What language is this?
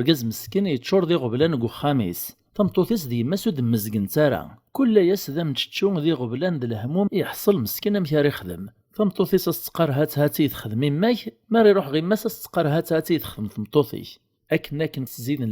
Kabyle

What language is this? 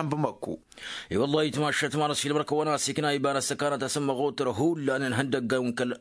Tamasheq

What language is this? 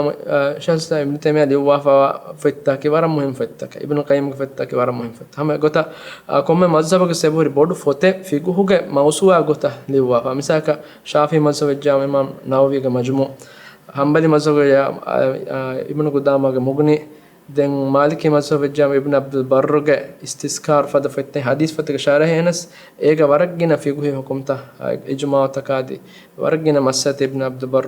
Divehi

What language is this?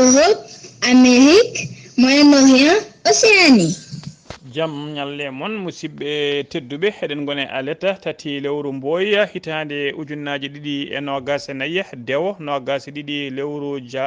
Fula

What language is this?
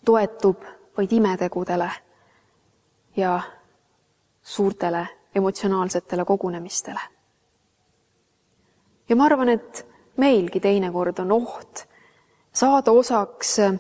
Estonian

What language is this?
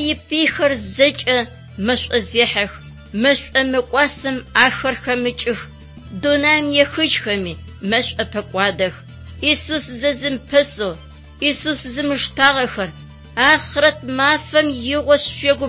Adyghe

